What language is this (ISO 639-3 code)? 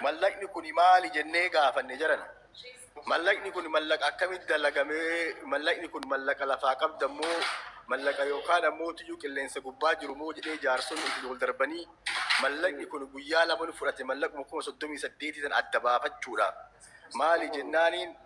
orm